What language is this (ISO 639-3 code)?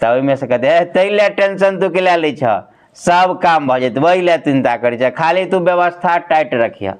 mai